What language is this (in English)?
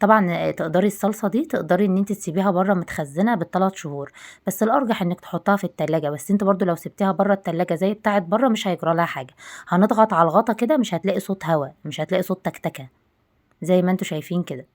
Egyptian Arabic